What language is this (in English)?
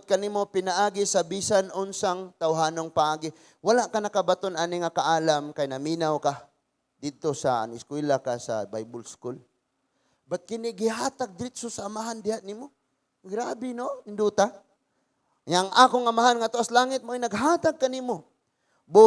Cebuano